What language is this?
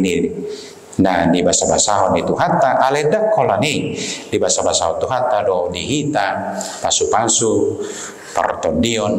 Batak Toba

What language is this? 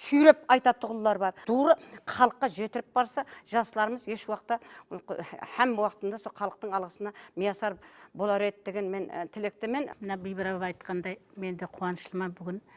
Kara-Kalpak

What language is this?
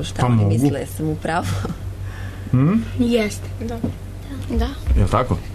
Serbian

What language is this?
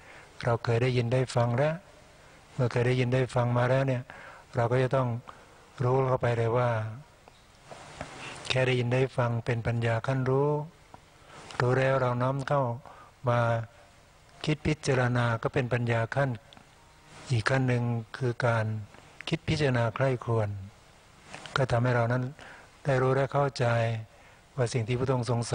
Thai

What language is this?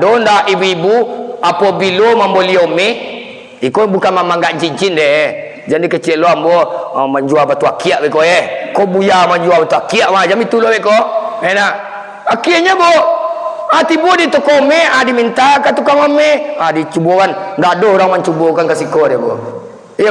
Minangkabau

